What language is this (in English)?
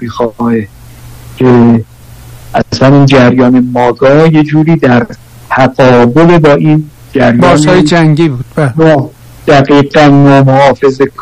Persian